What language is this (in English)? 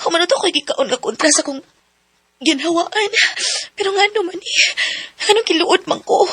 Cebuano